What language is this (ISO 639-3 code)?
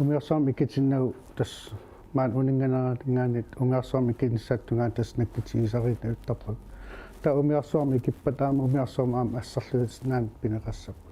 kal